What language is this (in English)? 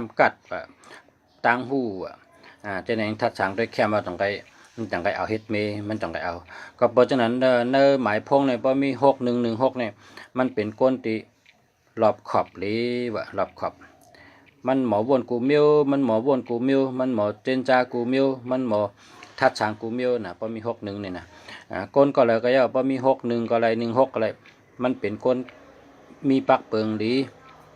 Shan